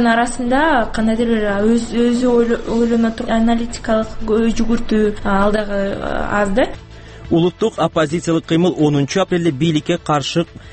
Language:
Kyrgyz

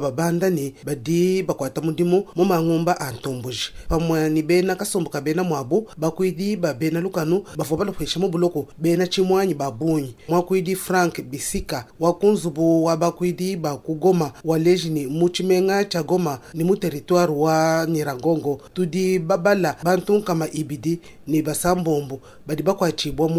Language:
Luba-Lulua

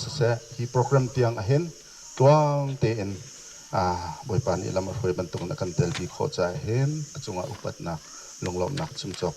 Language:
Hakha Chin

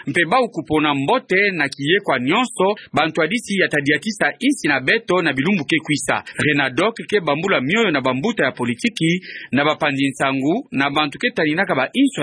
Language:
Kituba (Democratic Republic of Congo)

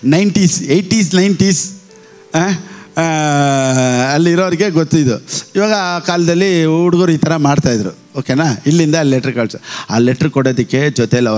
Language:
Kannada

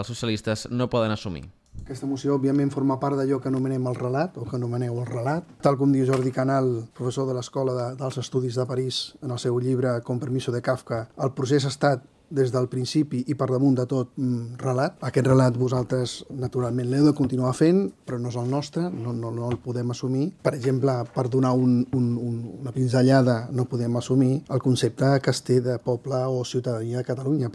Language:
Catalan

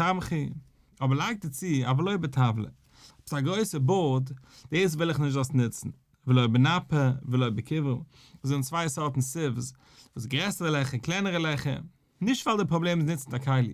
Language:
Yiddish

